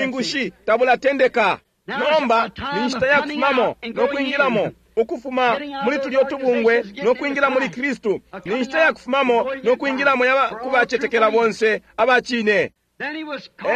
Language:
Bemba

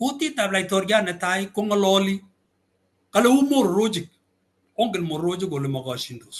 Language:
Kalenjin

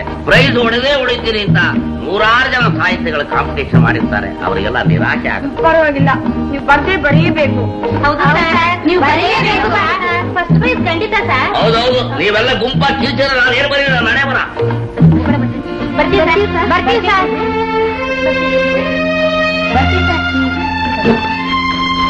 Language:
Kannada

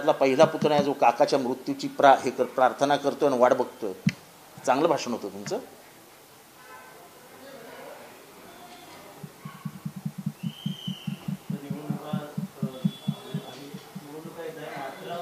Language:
Marathi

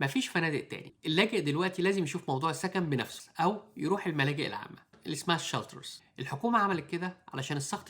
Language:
Egyptian Arabic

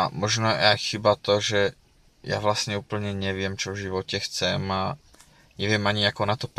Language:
Slovak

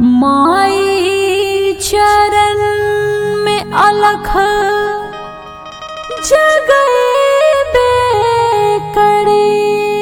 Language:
Bhojpuri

